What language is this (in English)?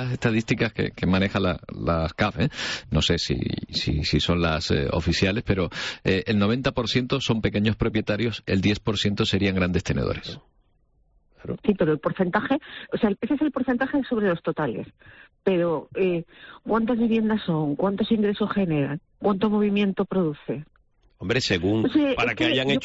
Spanish